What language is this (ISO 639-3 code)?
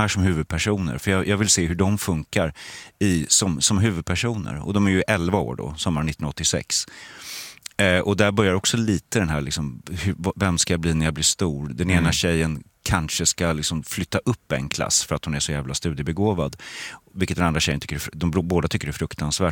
swe